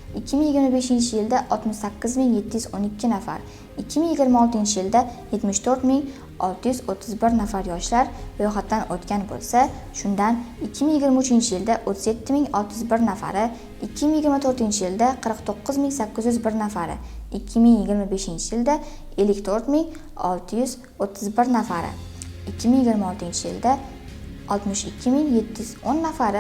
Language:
Uzbek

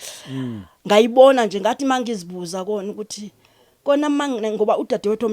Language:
Zulu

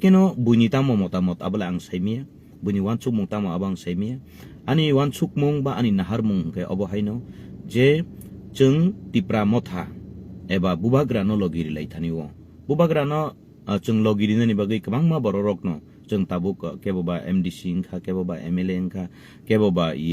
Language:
Kok Borok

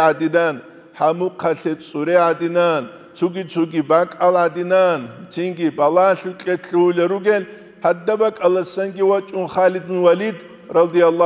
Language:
Avaric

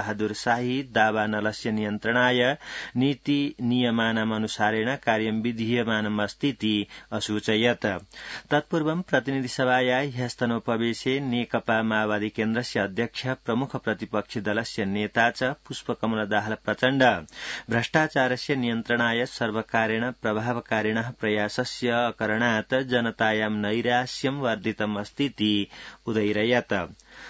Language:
Sanskrit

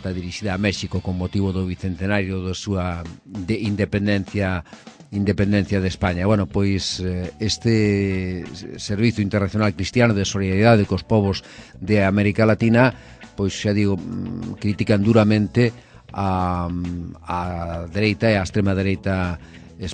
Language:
Galician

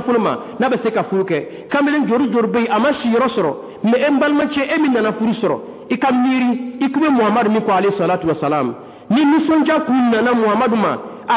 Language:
Dyula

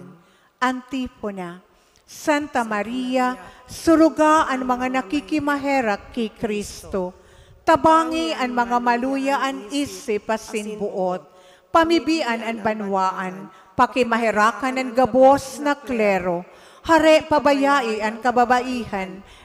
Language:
Bikol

